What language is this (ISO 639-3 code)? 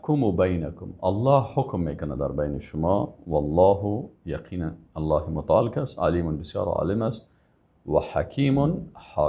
fas